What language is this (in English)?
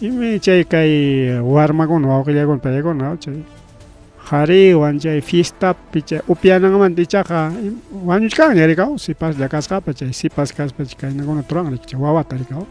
Ayacucho Quechua